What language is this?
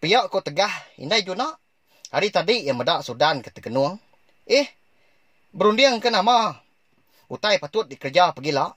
Iban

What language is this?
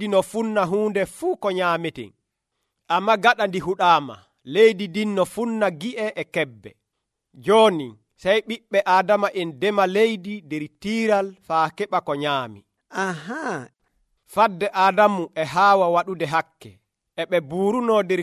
Nigerian Fulfulde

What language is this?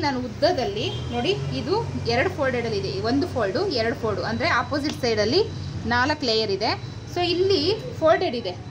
Kannada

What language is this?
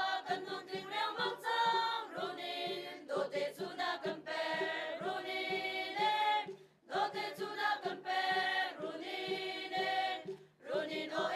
Hakha Chin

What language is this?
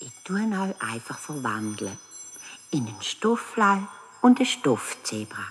Swiss German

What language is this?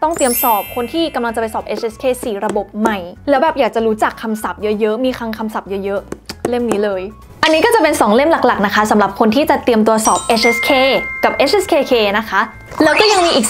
Thai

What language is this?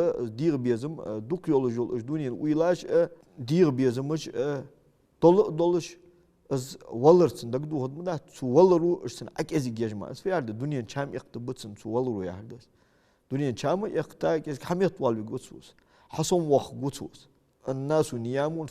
Ingush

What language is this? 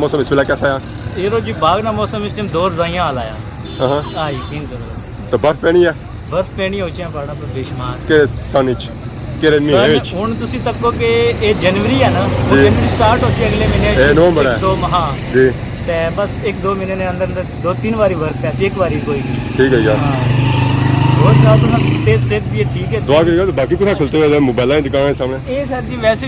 Pahari-Potwari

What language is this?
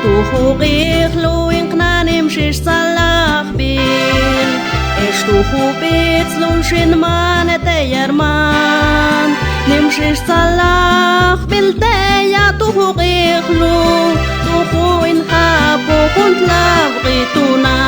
Mam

